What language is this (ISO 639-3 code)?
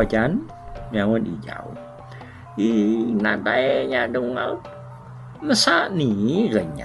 iba